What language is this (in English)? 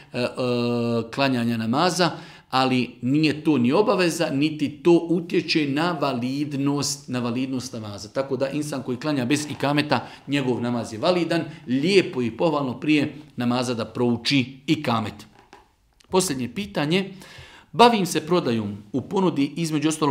Bosnian